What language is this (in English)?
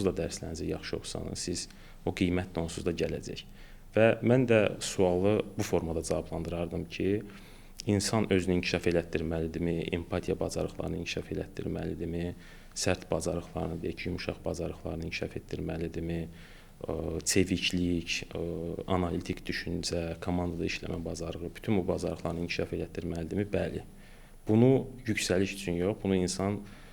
Azerbaijani